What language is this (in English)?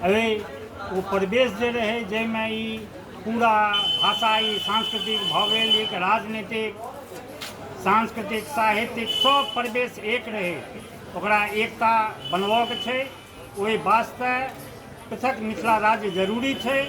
Maithili